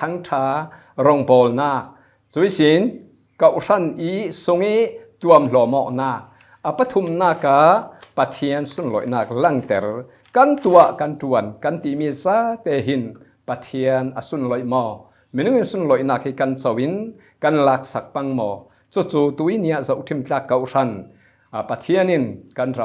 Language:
Falam Chin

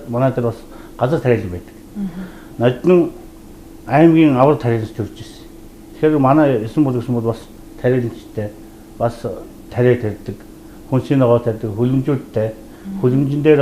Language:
Mongolian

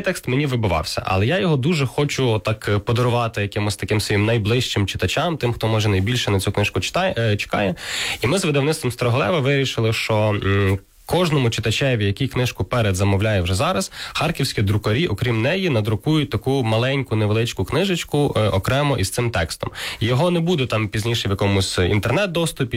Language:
Ukrainian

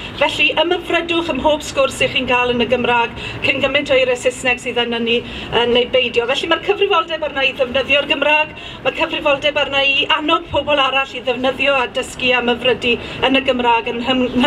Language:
Welsh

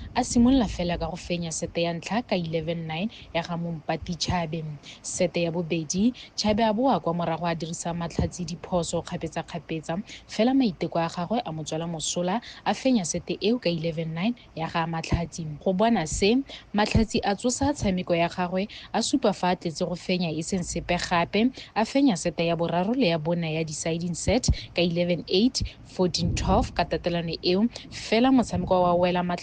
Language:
Tswana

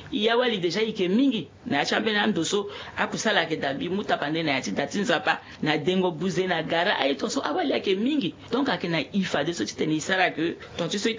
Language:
Sango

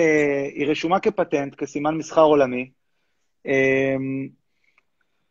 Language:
Hebrew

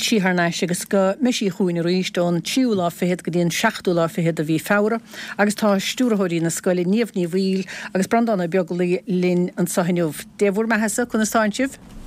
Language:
Irish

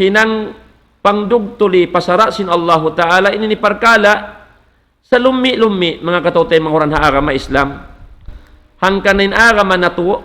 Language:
Tausug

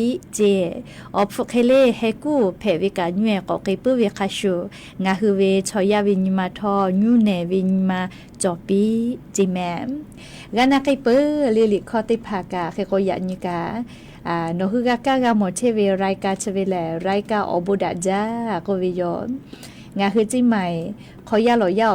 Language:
Lahu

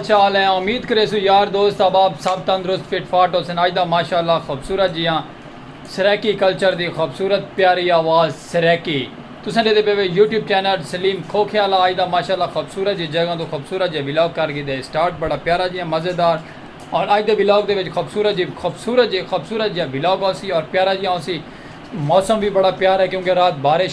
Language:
Saraiki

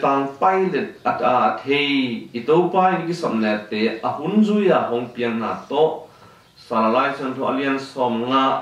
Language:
Tedim Chin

